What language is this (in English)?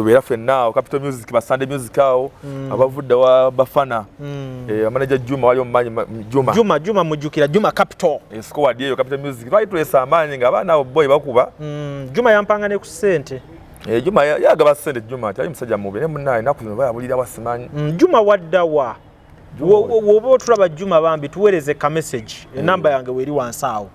Ganda